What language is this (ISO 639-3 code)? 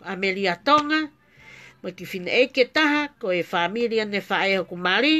ton